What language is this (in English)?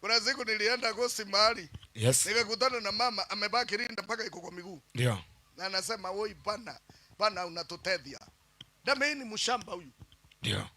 Meru